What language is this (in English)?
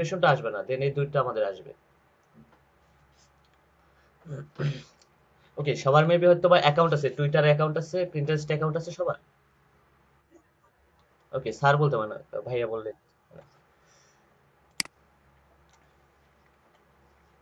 Bangla